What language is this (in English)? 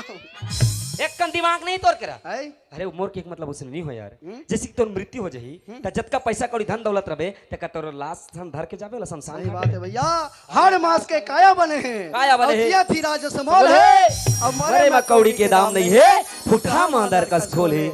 Chhattisgarhi